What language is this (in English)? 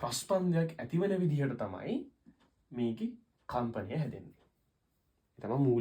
Sinhala